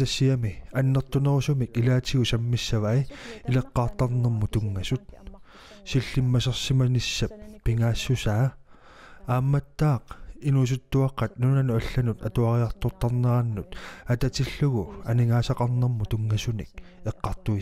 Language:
Kalaallisut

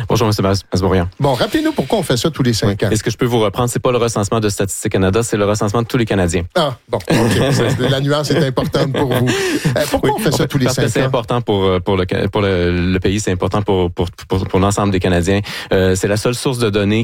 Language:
French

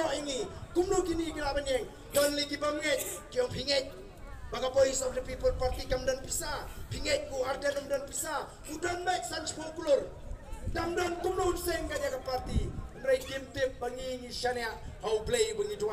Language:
Khasi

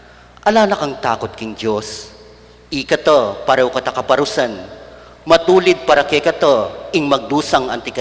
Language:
Pampanga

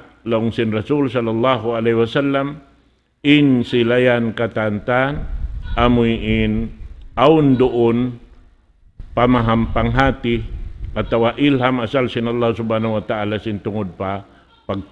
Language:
Tausug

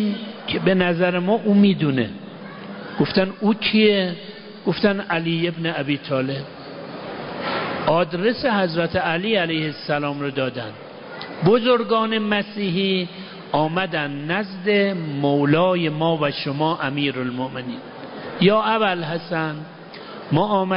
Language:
Persian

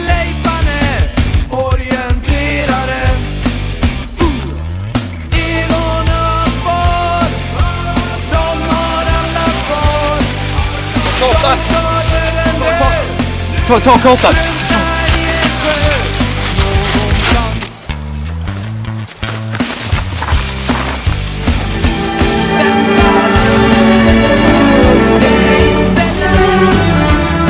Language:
Swedish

